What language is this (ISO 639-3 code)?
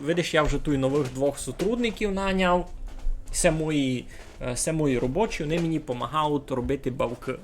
rue